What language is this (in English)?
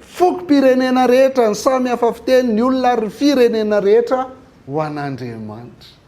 Malagasy